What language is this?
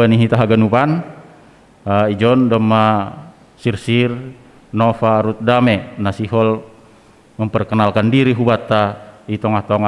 Batak Simalungun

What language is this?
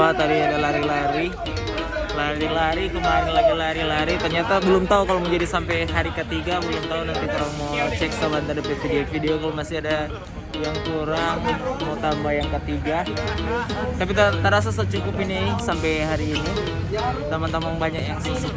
Manado Malay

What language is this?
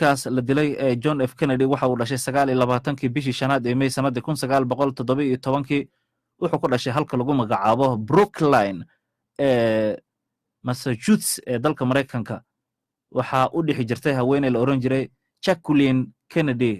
Somali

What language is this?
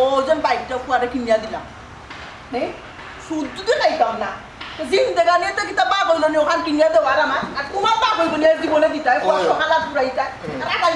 Sylheti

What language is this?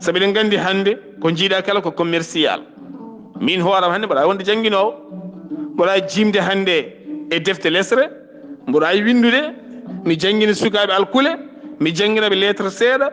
Fula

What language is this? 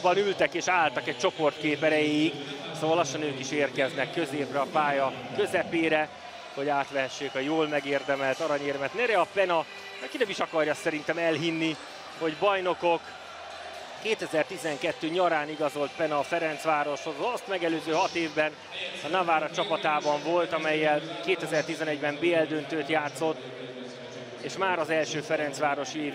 Hungarian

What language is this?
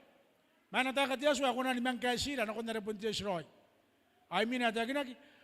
Gilbertese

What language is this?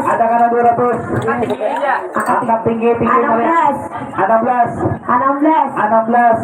Banjar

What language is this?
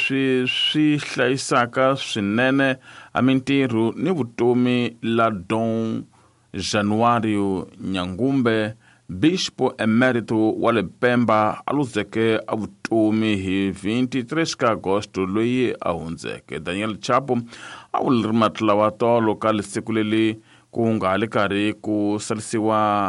Tsonga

